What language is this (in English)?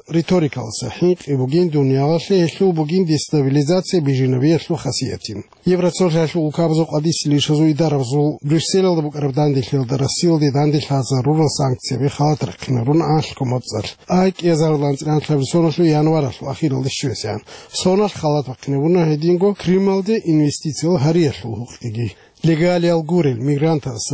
Avaric